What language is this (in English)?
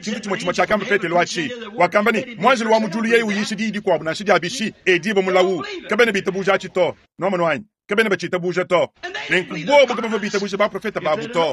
Luba-Lulua